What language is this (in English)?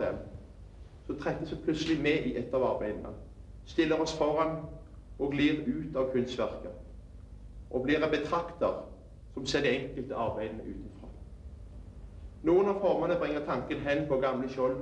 Norwegian